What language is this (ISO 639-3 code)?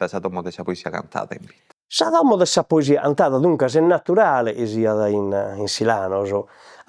srd